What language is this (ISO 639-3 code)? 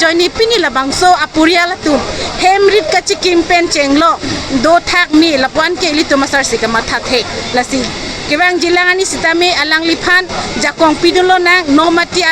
mjw